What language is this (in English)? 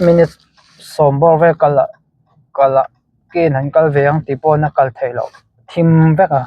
Mizo